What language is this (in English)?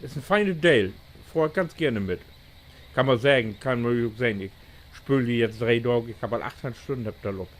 Low German